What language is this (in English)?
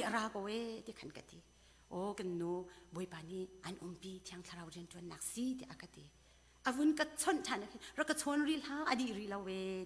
Hakha Chin